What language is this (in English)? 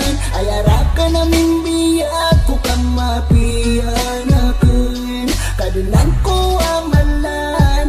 Maranao